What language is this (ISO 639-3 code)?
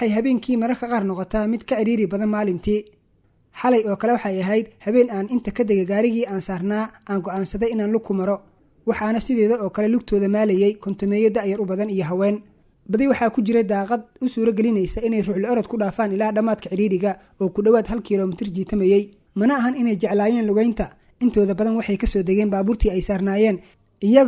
som